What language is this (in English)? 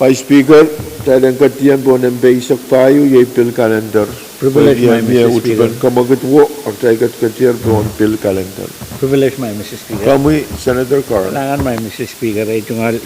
Pohnpeian